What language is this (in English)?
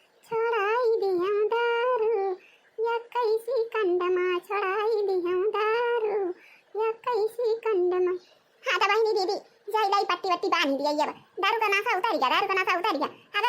Awadhi